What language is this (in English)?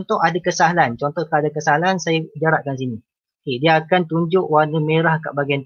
Malay